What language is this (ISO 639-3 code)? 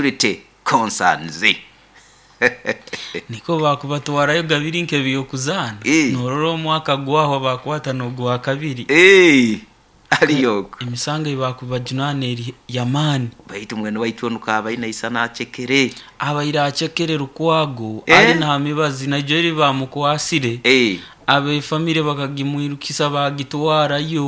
nyo